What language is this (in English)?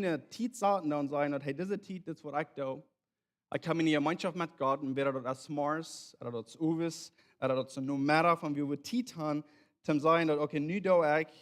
Plautdietsch